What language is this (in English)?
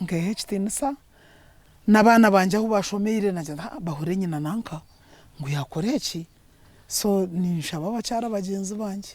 Nyankole